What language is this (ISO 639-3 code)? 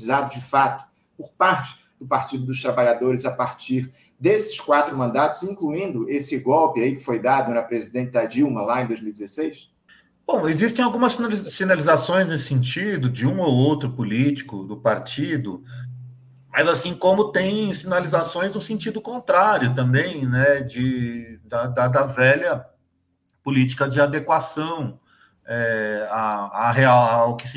por